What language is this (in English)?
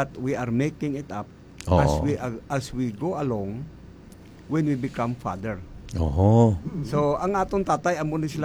Hiligaynon